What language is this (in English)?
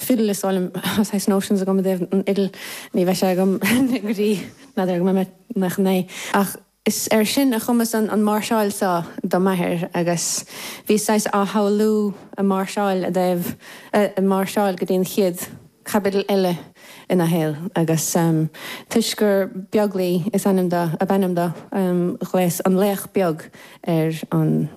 Irish